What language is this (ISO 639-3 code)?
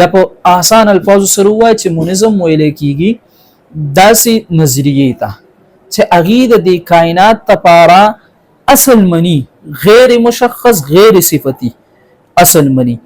pus